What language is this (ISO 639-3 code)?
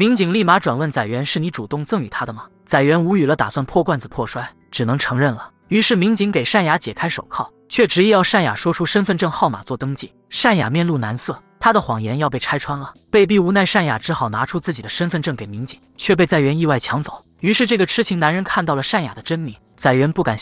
zho